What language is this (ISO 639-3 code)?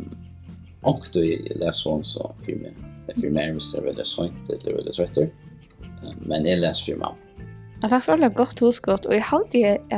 fao